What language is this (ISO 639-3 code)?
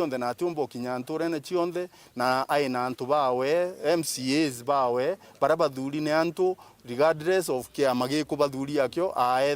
mer